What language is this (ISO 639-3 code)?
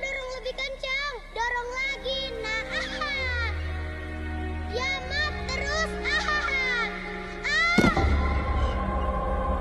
ind